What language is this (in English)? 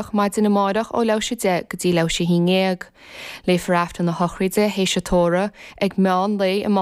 Irish